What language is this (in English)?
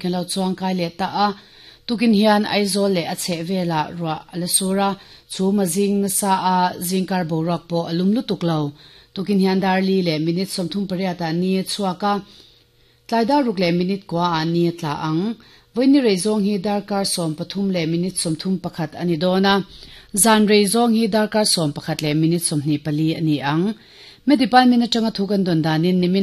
Mizo